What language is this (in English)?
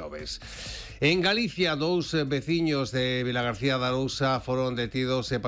Galician